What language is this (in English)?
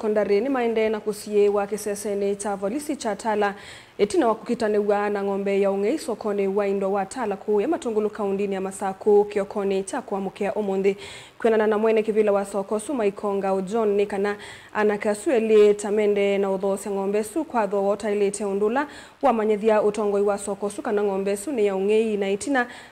Kamba